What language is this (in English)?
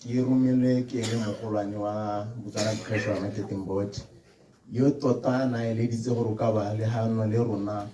Tswana